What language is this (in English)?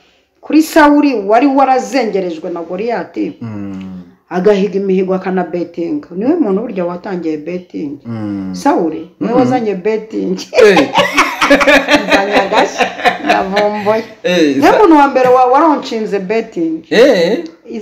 Kinyarwanda